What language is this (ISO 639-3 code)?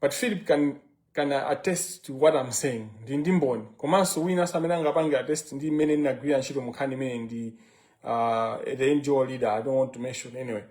nya